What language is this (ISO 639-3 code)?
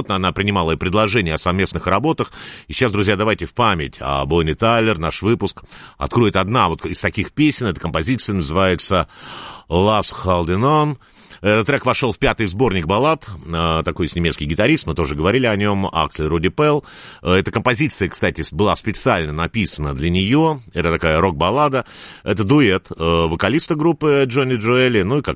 rus